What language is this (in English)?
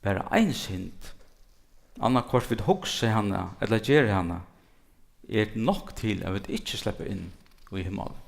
Faroese